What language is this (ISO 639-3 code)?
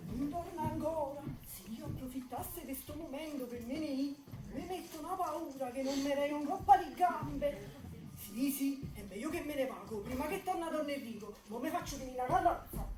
nap